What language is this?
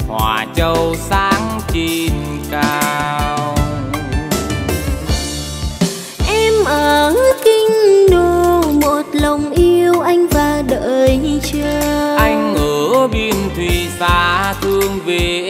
Vietnamese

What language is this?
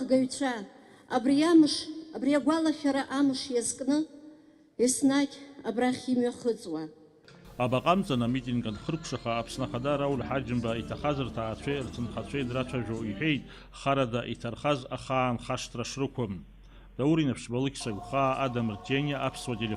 Abkhazian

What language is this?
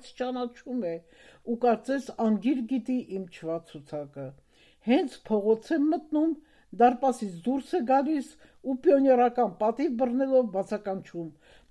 Armenian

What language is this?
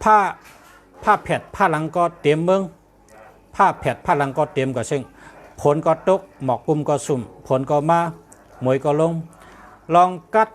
Shan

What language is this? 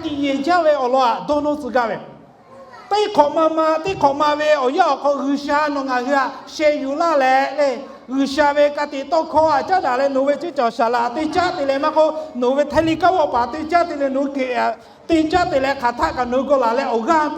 Lahu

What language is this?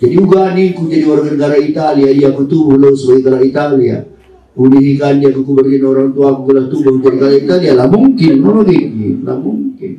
Batak Karo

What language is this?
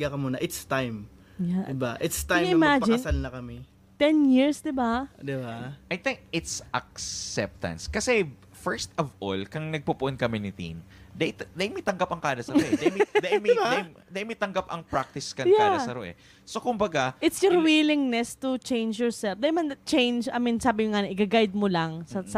Bikol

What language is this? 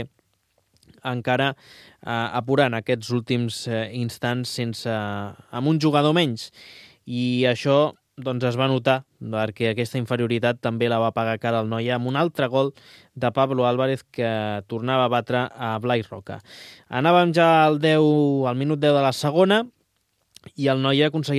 Catalan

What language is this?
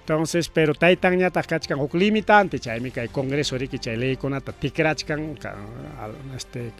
Ayacucho Quechua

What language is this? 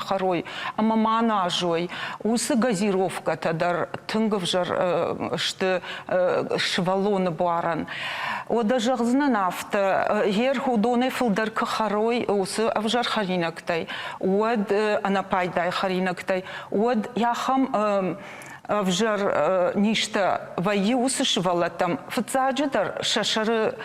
Ossetic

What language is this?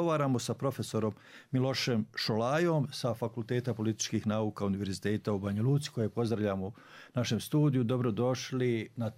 Bosnian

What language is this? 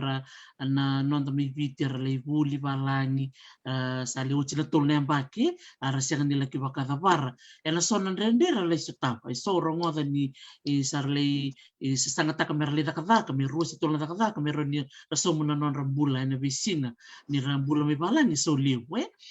Fijian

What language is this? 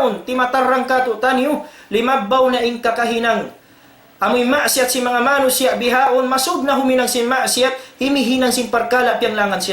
Tausug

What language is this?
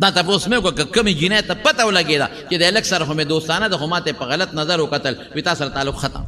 Pashto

